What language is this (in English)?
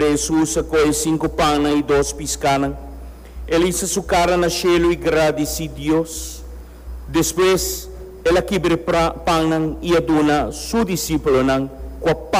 Papiamento